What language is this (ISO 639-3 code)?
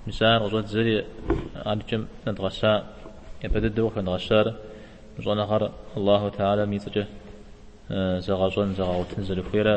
kbd